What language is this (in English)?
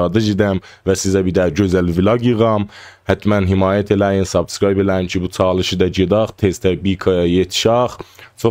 South Azerbaijani